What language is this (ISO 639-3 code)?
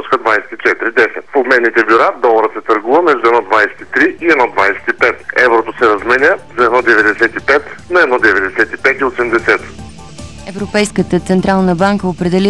bul